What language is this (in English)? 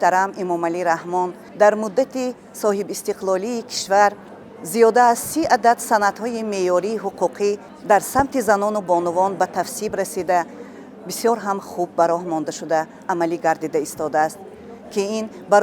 Tajik